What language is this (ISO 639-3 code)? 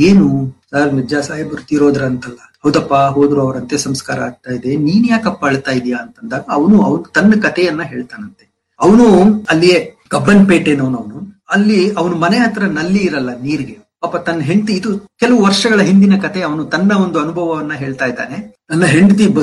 kan